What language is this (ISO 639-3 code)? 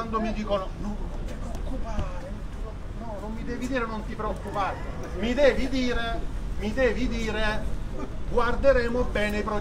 ita